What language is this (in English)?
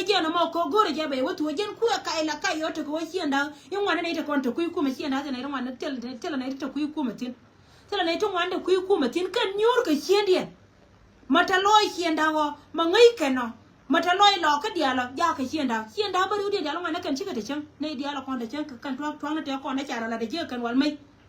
Nuer